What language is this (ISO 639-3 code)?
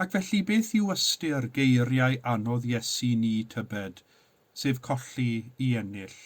cym